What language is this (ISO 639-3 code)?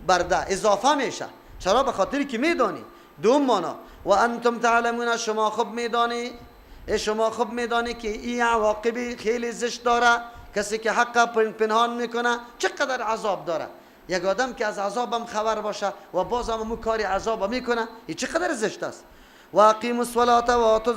fas